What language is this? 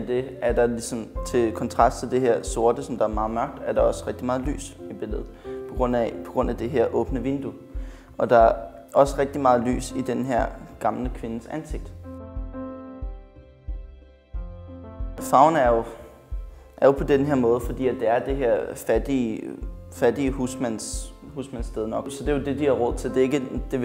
Danish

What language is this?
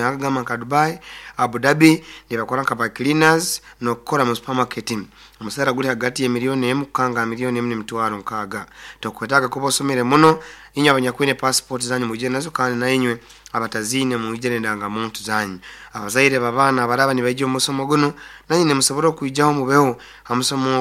Nyoro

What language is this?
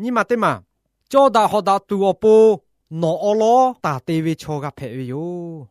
Lahu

